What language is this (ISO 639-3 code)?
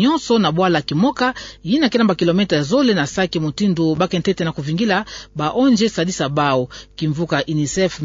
ktu